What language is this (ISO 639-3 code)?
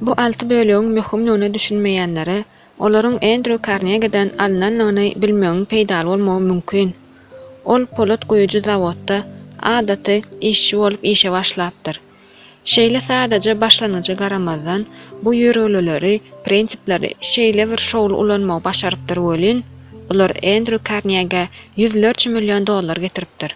tuk